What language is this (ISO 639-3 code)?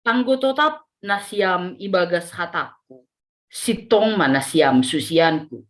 bts